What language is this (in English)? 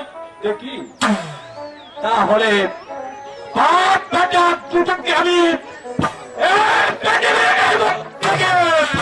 Bangla